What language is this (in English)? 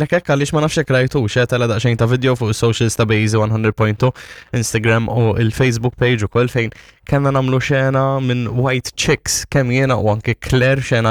Maltese